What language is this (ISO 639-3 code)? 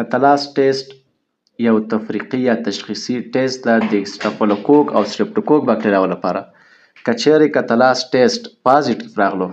pus